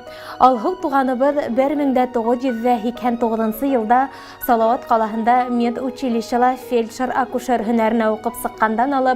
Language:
Bashkir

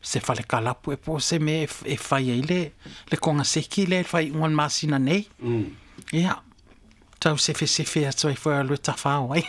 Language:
Samoan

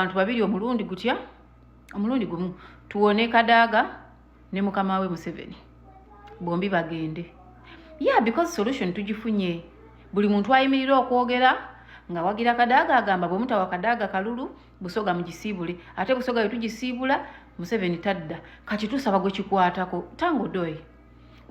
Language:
Ganda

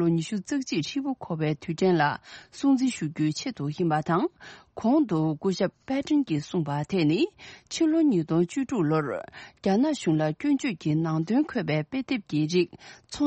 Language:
Tibetan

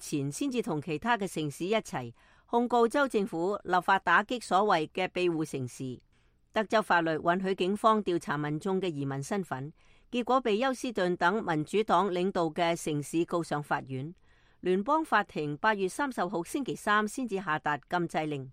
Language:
Cantonese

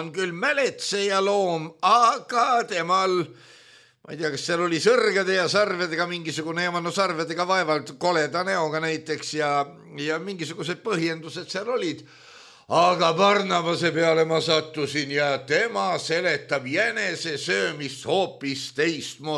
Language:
Estonian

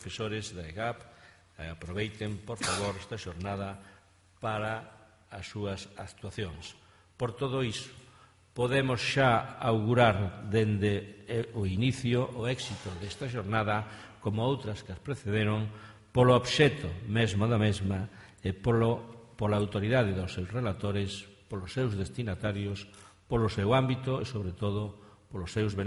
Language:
Galician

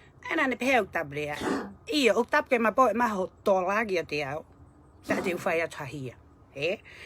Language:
Tongan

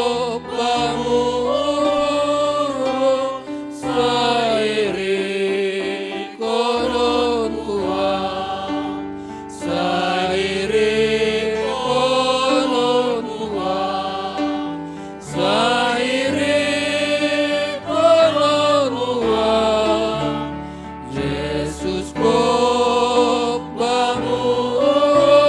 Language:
Batak Simalungun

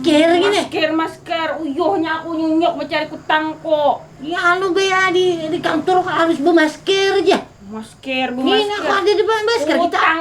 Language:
Banjar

